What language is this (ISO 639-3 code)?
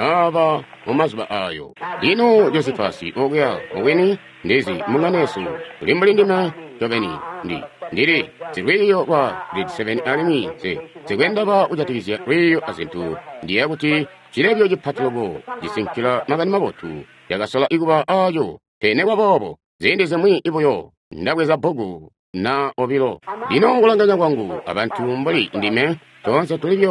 toi